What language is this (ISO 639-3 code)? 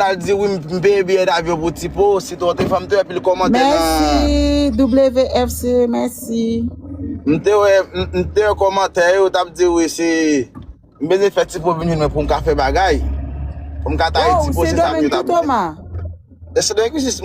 hat